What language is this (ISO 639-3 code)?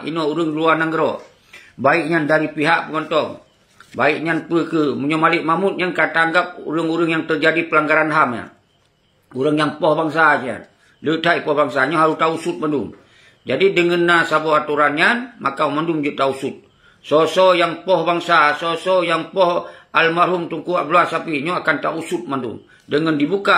ace